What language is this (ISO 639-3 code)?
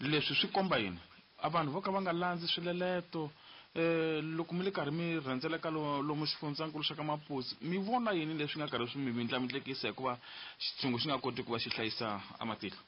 tso